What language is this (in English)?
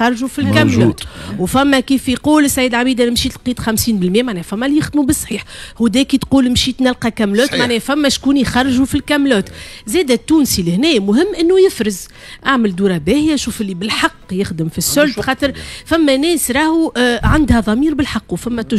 Tunisian Arabic